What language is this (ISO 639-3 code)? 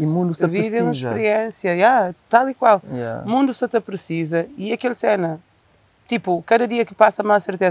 kea